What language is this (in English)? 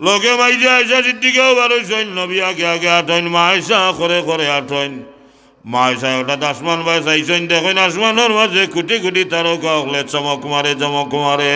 Sylheti